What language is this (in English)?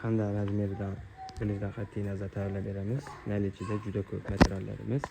Uzbek